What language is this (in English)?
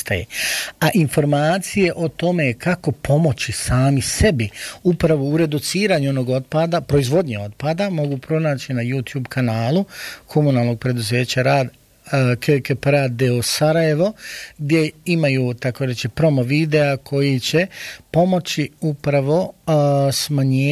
Bosnian